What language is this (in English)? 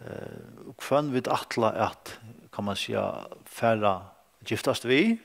Faroese